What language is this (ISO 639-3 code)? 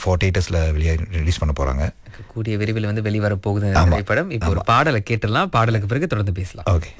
tam